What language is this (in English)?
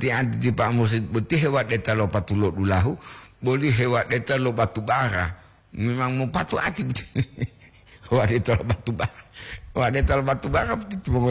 Gorontalo